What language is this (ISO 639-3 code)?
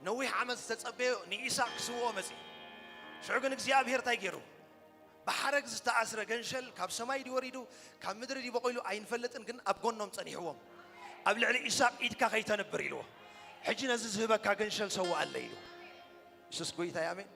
tir